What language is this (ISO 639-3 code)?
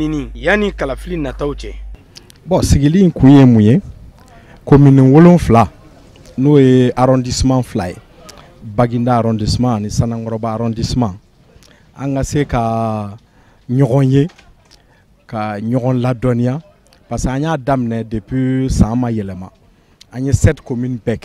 bam